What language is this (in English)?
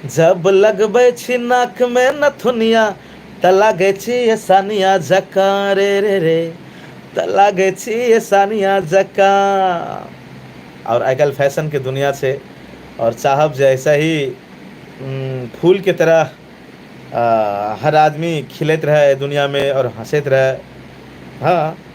Maithili